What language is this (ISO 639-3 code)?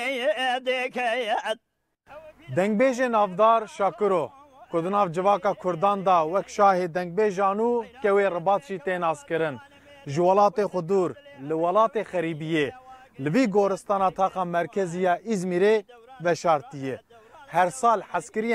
kur